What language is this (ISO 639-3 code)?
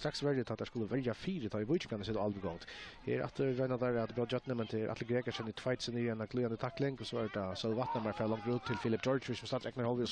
fao